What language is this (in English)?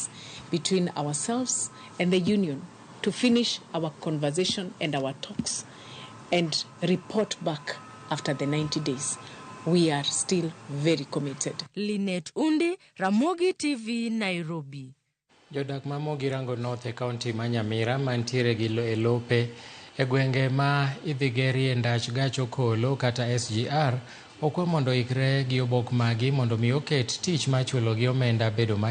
Luo (Kenya and Tanzania)